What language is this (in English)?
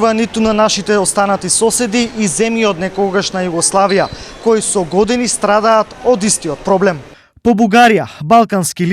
Macedonian